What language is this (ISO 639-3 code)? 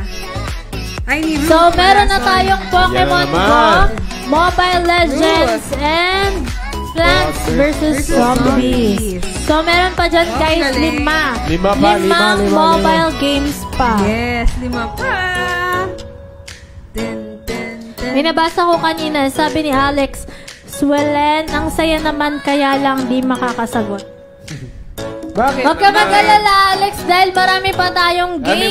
fil